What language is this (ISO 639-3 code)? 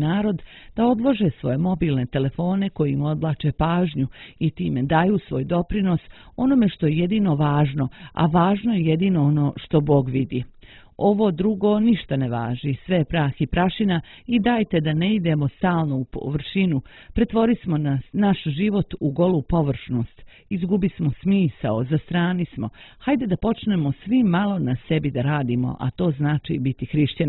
srp